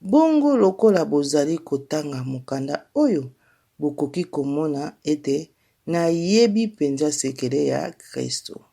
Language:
Lingala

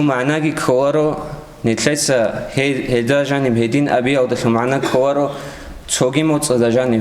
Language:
Avaric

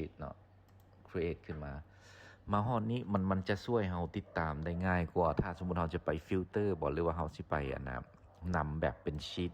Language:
Lao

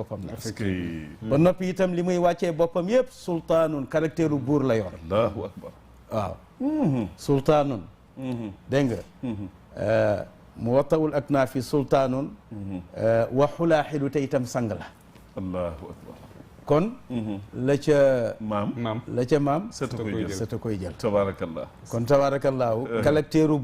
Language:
Wolof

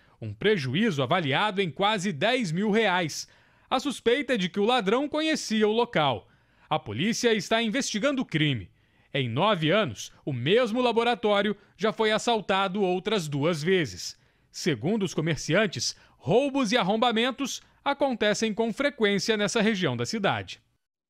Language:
Portuguese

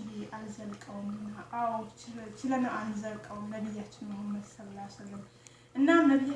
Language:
Amharic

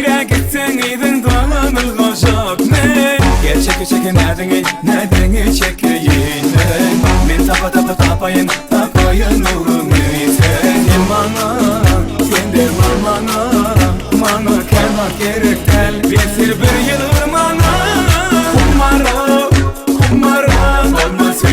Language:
Turkmen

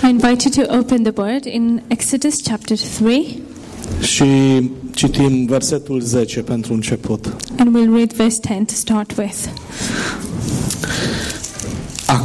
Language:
Romanian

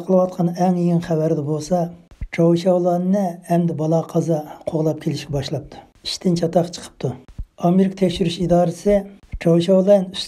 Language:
Uyghur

